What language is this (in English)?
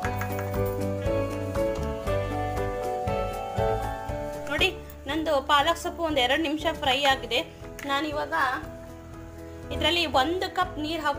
Kannada